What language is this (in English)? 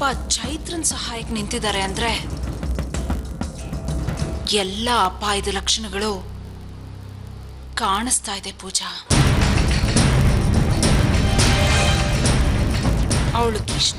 Kannada